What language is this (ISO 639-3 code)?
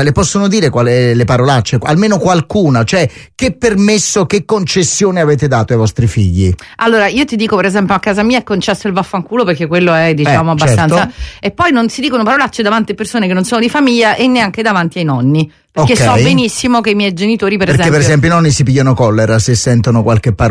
ita